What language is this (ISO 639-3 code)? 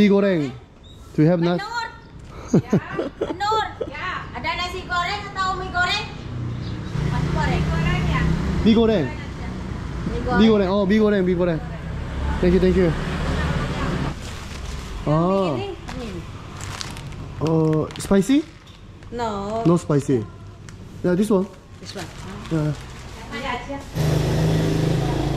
kor